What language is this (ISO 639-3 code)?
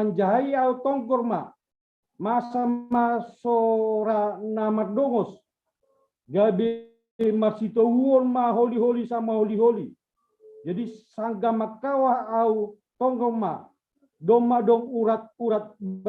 bts